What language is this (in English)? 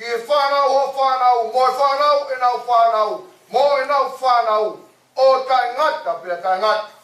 Tongan